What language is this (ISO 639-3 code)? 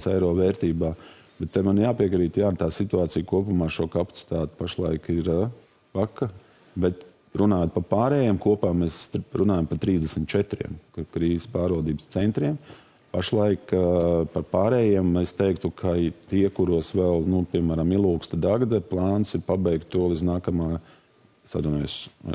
lav